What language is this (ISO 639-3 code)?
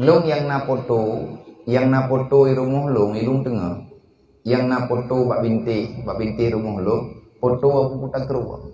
ace